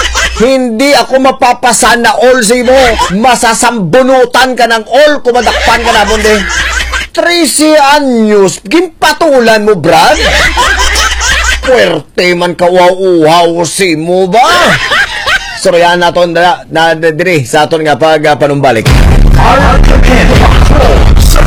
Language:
Hiligaynon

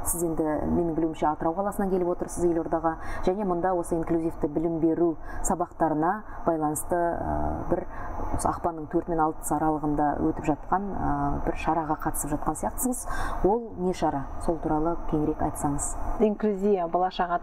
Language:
Kazakh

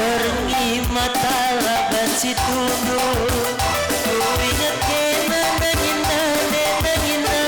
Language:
Batak Karo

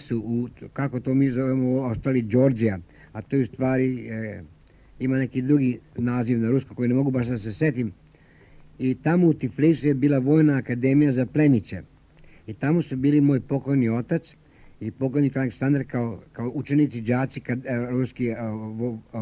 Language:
Serbian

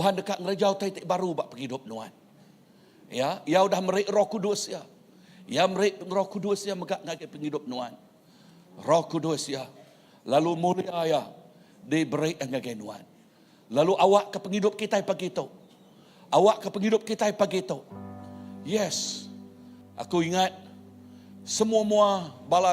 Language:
Iban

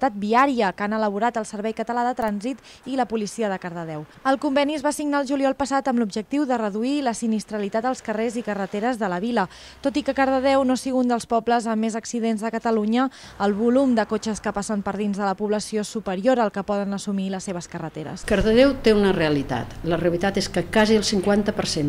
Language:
Catalan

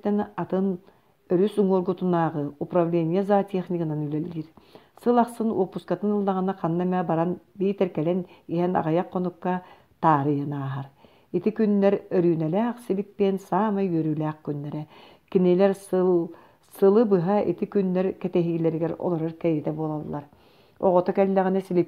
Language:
Yakut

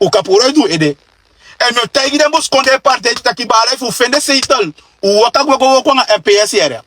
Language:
Sranan Tongo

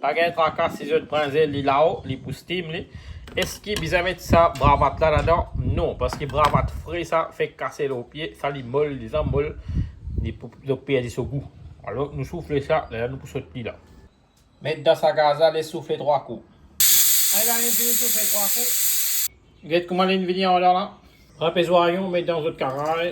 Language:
Morisyen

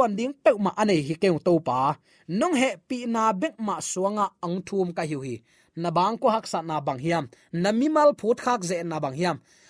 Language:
Tedim Chin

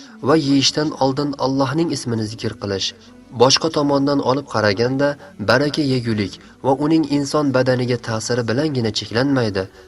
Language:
Uzbek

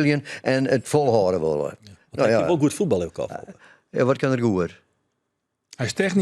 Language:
Western Frisian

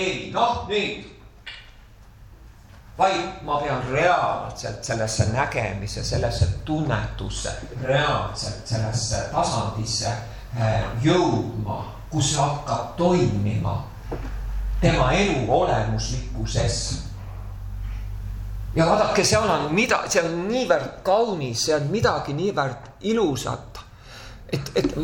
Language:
Estonian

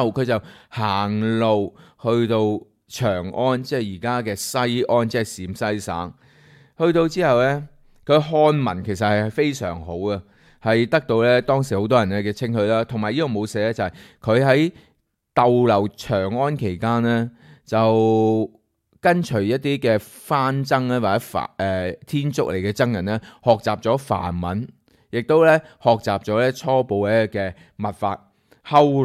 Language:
Cantonese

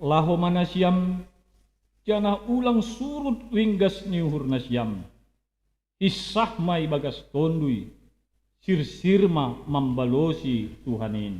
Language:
Batak Simalungun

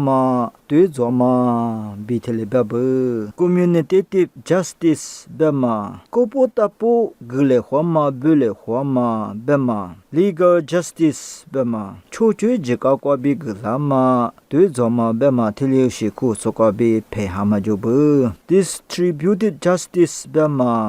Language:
Lisu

